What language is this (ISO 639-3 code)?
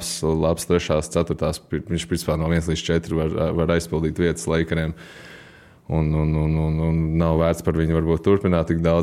lav